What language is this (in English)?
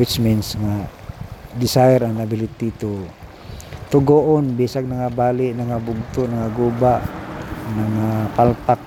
Cebuano